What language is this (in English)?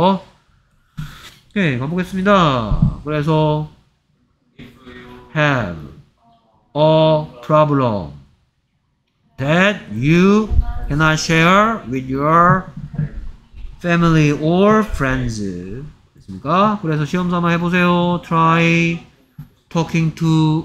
Korean